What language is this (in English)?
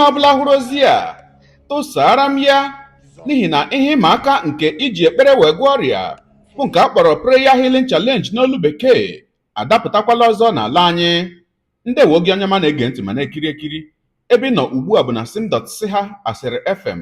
Igbo